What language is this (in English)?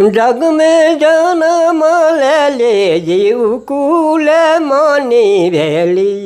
Sadri